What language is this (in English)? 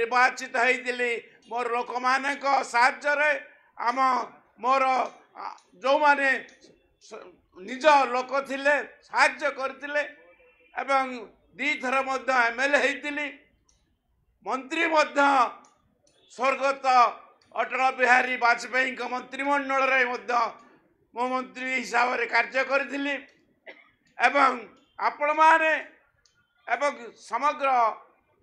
Odia